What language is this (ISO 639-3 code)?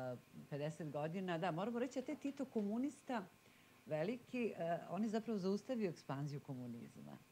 srp